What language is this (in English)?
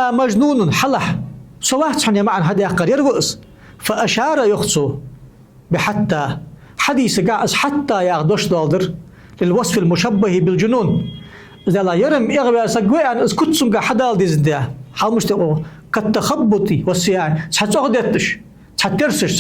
Ingush